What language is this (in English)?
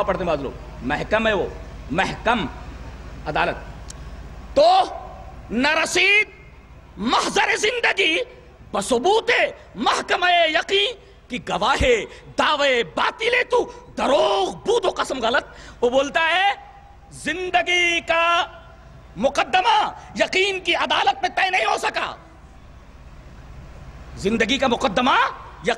Urdu